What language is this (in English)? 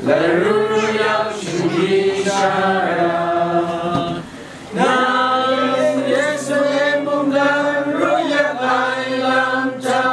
Kachin